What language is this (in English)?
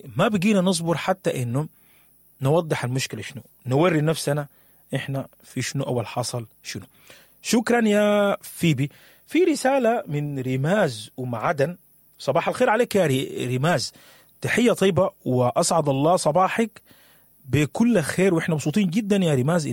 Sudanese Arabic